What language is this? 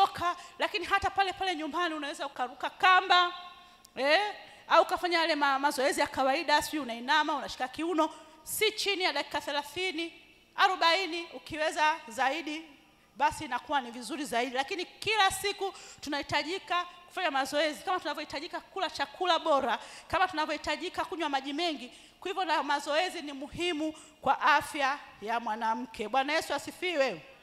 Swahili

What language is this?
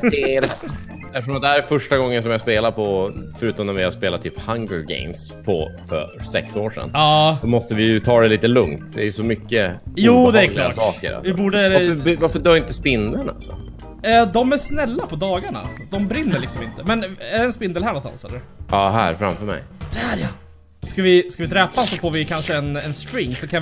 Swedish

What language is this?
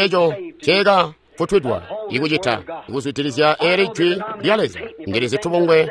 Tonga (Zambia)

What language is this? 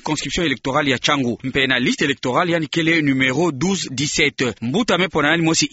Kituba (Democratic Republic of Congo)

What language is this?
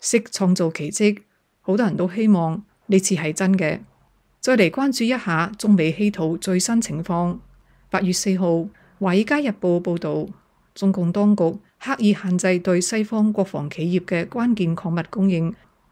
Cantonese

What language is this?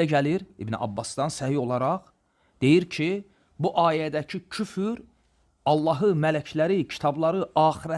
Azerbaijani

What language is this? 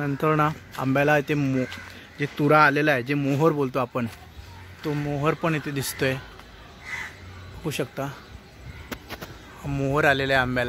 Marathi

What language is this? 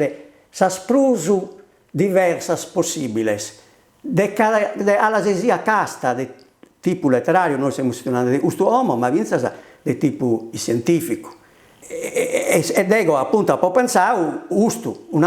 Sardinian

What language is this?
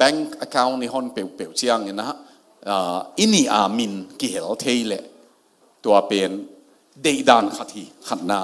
Tedim Chin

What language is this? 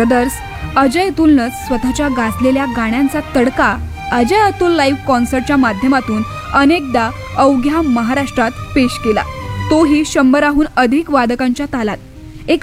Marathi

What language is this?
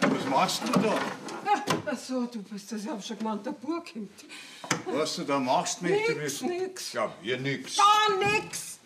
Bavarian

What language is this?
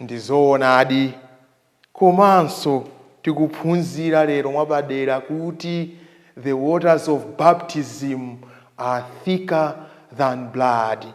Nyanja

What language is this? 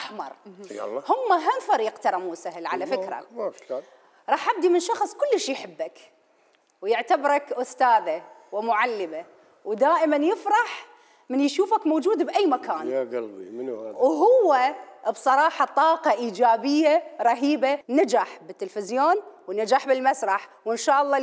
Mesopotamian Arabic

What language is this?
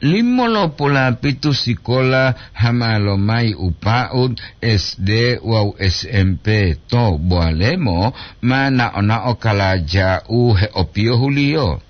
Gorontalo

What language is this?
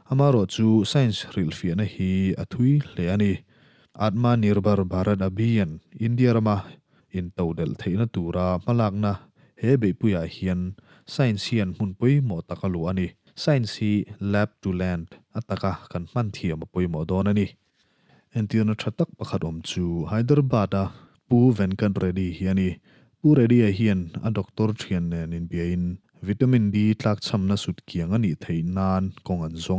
Mizo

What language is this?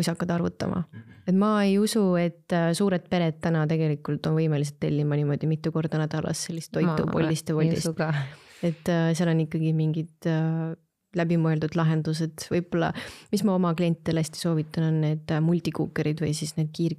Estonian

